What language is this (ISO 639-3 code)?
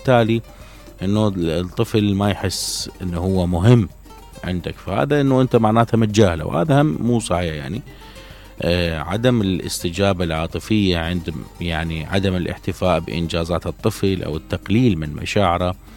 acm